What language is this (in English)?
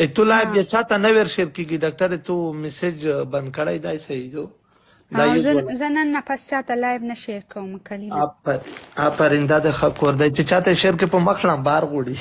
Pashto